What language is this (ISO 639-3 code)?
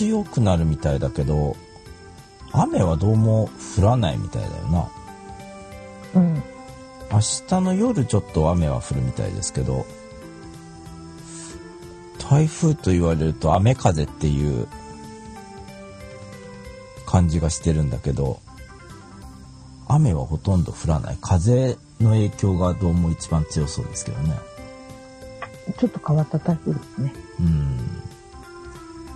jpn